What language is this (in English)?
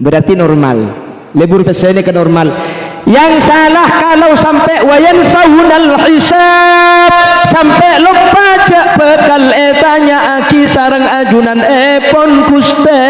Madurese